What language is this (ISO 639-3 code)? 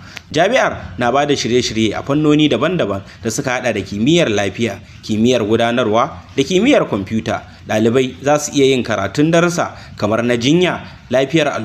hau